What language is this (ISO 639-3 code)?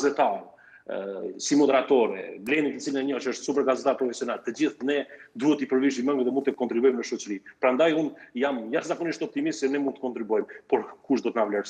sqi